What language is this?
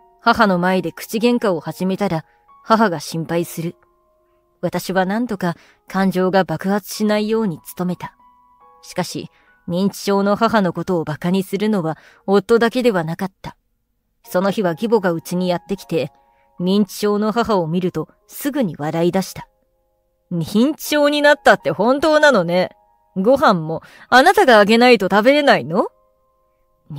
Japanese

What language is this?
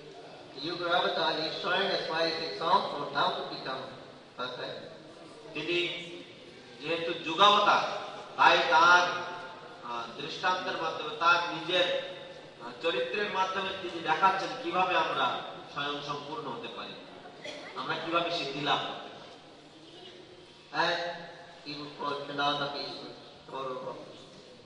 Bangla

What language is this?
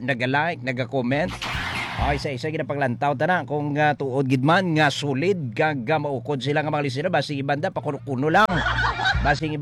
Hiligaynon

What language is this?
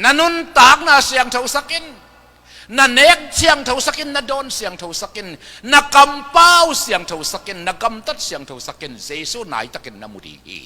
Tedim Chin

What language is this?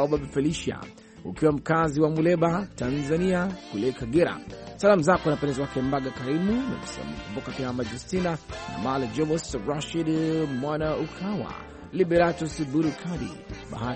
Swahili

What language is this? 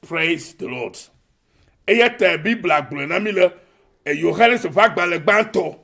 Ewe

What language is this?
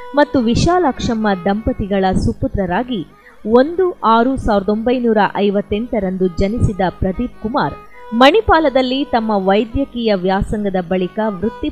Kannada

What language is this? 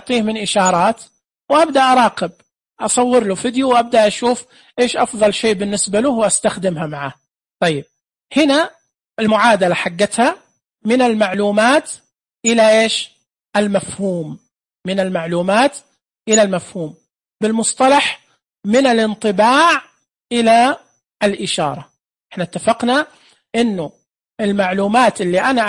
Najdi Arabic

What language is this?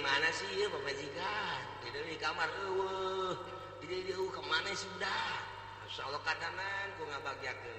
Sundanese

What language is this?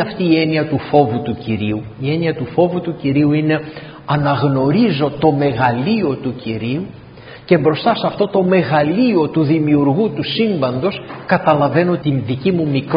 Greek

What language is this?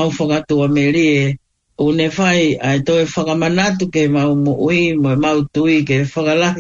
Tongan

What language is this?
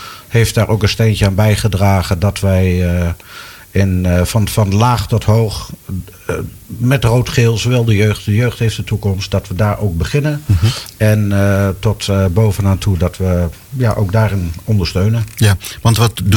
Dutch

